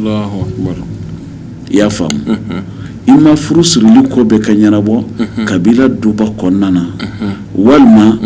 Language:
Bambara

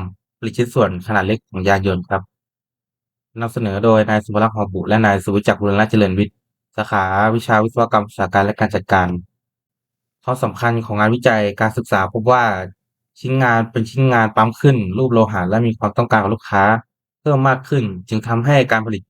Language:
Lao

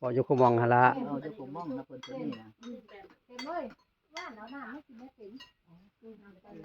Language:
Northeastern Thai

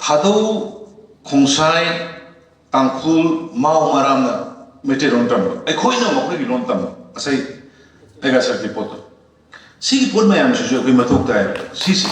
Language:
Manipuri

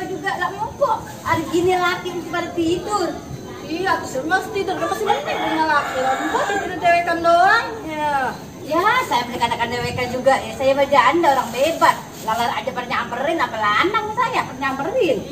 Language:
Betawi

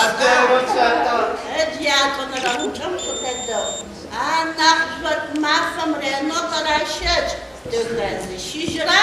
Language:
Adyghe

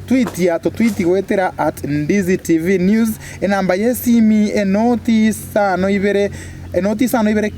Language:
Gusii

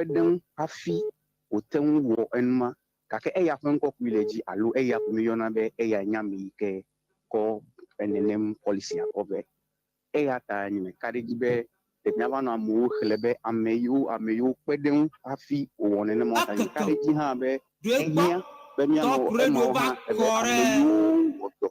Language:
Ewe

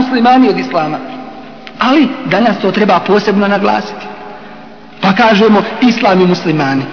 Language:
Bosnian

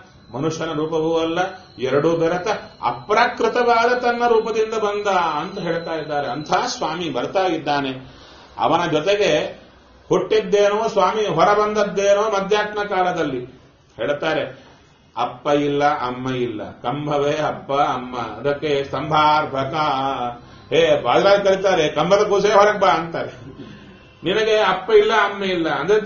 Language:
Kannada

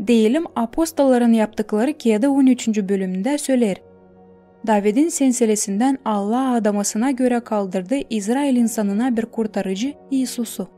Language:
Gagauz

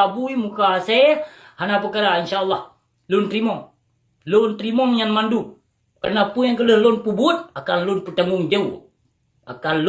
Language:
Achinese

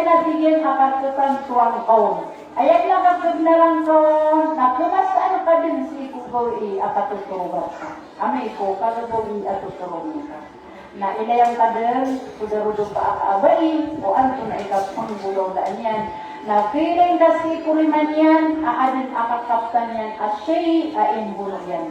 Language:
Maranao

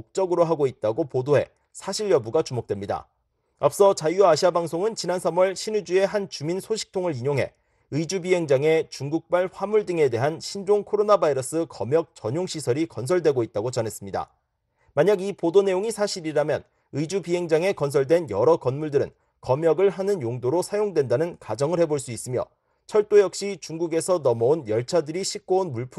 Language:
Korean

